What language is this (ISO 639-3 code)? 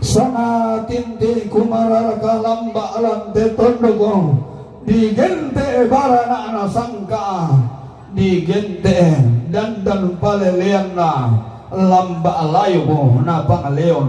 sda